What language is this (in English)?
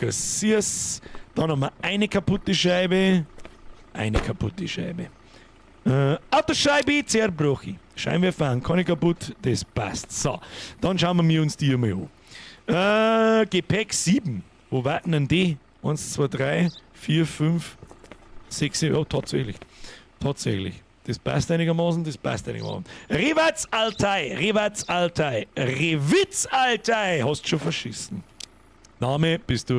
Bavarian